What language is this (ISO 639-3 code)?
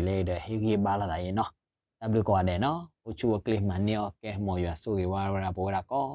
ksw